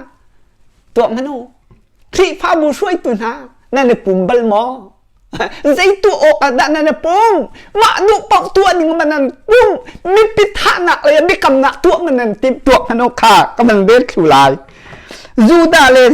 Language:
Hakha Chin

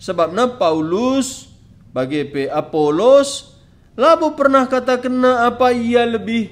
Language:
Batak Karo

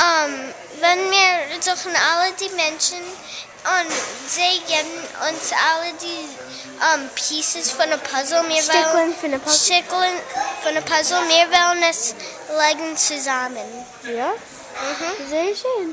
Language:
Yiddish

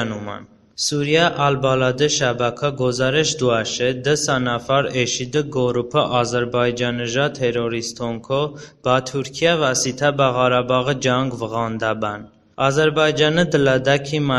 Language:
Talysh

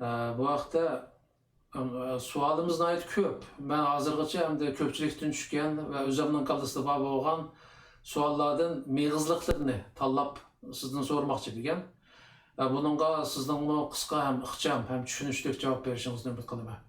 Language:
Uyghur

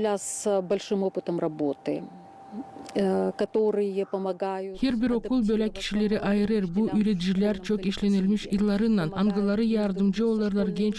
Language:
Gagauz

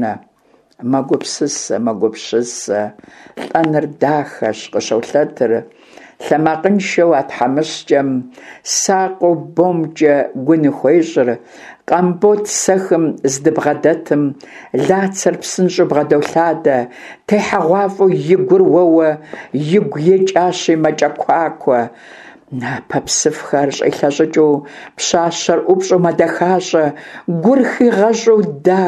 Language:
Kabardian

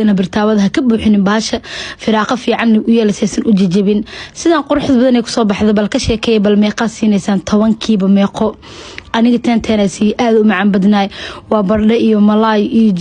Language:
Somali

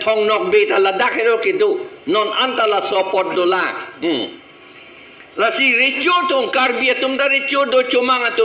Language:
Karbi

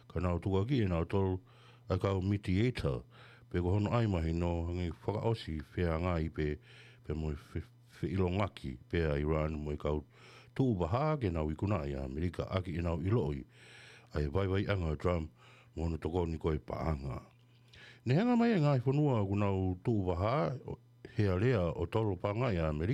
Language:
Tongan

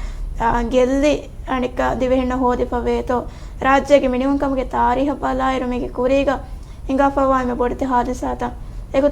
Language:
Divehi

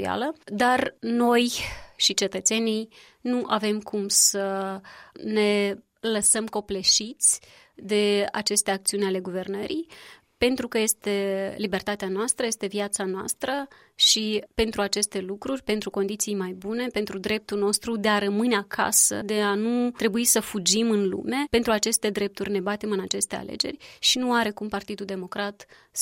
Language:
Romanian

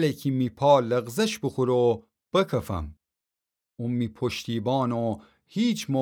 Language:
Gilaki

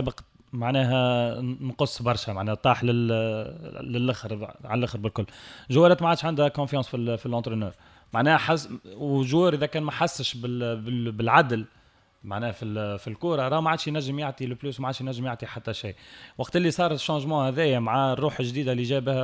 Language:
Tunisian Arabic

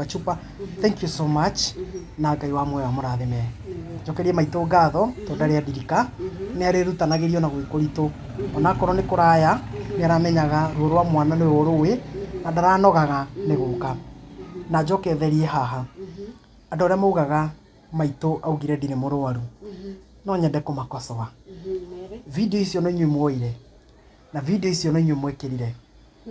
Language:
Kikuyu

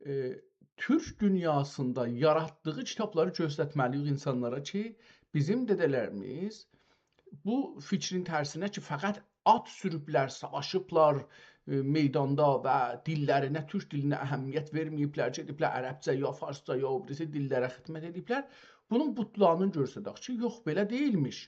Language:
South Azerbaijani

